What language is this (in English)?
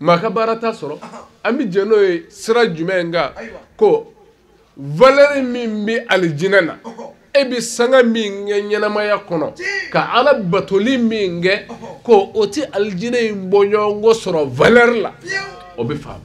Bambara